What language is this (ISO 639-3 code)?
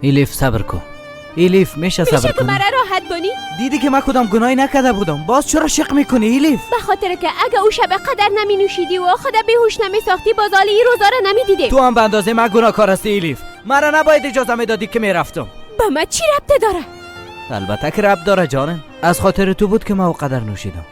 fas